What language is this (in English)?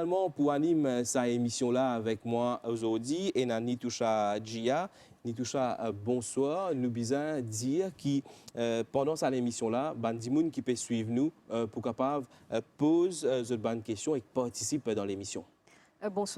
Morisyen